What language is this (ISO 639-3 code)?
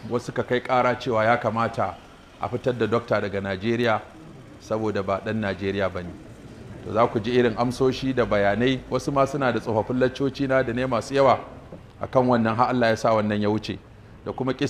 hau